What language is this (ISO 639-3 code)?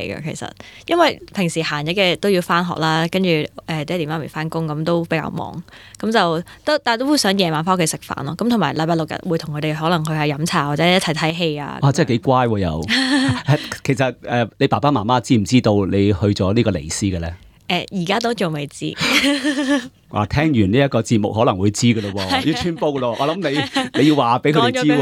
yue